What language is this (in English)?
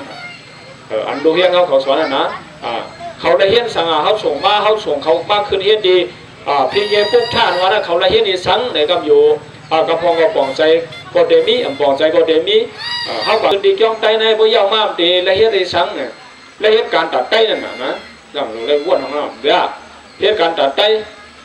Shan